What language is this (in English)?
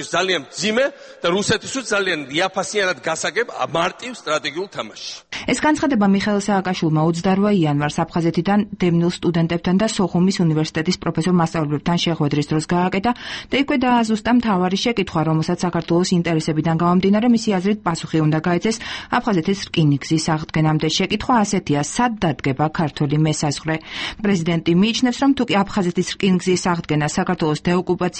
Georgian